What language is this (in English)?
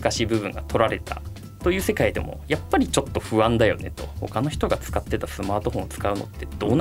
Japanese